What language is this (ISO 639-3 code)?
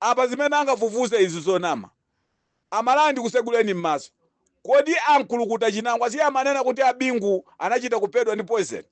nya